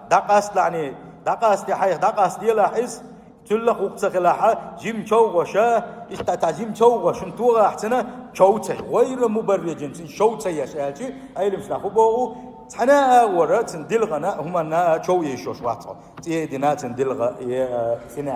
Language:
Chechen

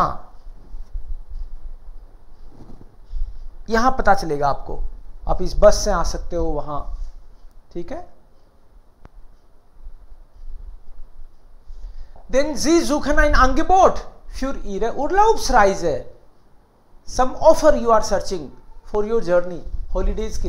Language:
Hindi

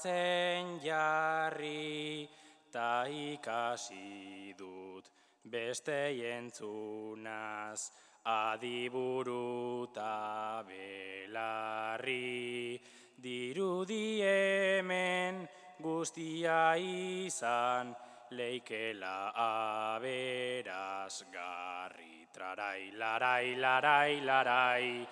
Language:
Basque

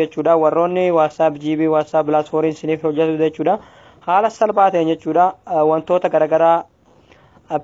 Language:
Oromo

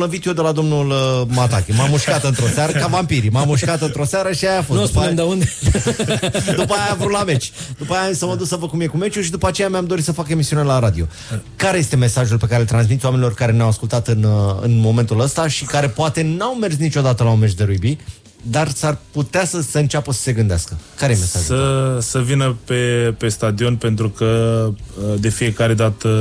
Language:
Romanian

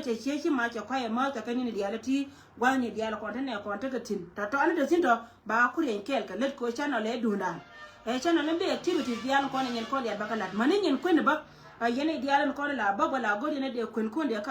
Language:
Nuer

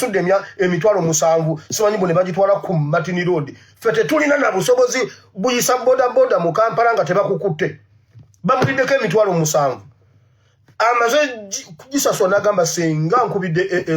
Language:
Ganda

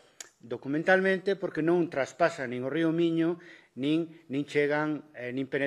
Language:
Galician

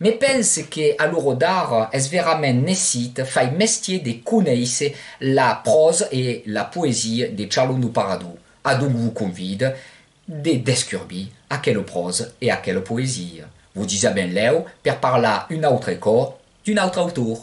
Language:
Occitan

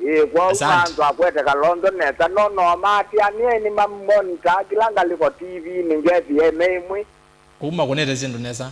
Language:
Kamba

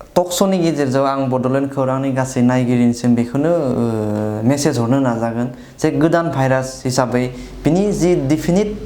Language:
Bodo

